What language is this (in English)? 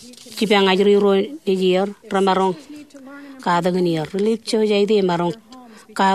Marshallese